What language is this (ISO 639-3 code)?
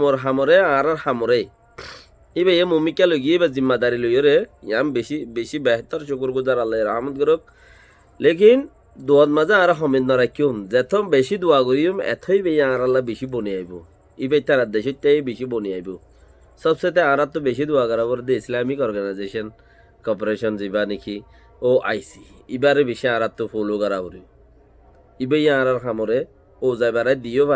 rhg